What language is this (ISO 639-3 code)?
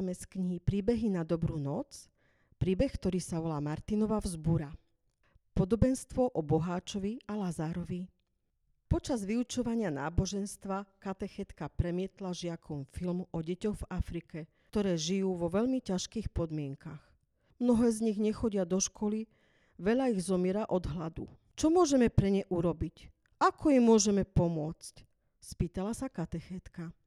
slk